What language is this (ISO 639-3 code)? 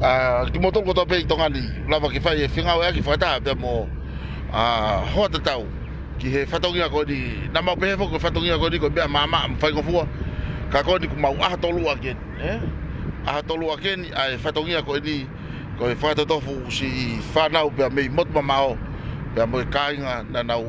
ton